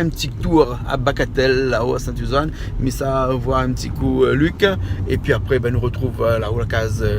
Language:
Réunion Creole French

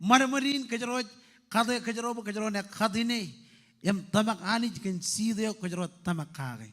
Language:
Marshallese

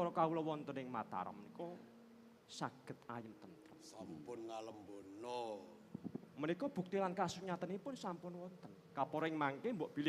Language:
Javanese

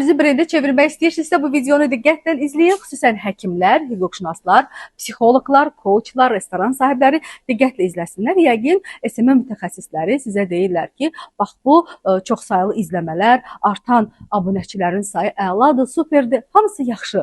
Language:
Azerbaijani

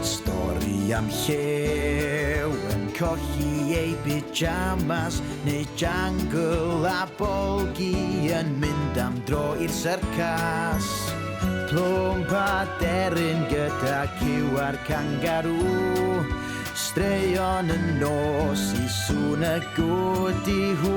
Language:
Welsh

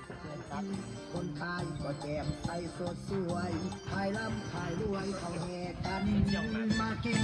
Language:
Lao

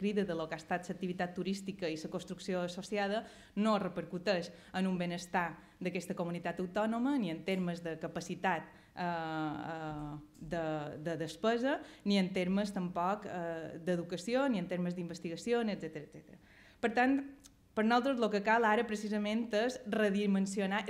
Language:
Catalan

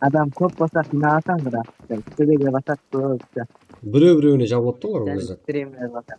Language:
Kara-Kalpak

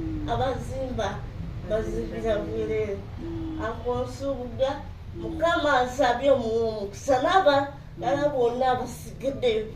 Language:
Ganda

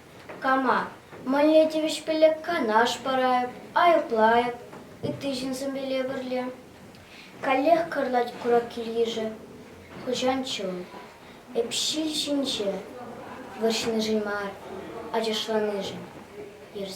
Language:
Chuvash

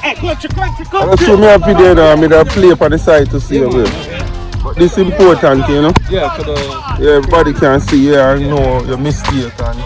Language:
Jamaican Creole English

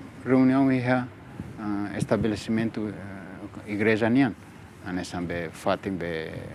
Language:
Tetum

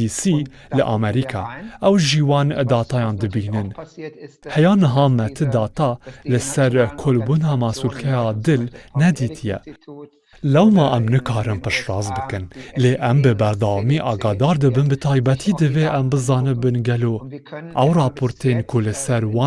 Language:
Kurdish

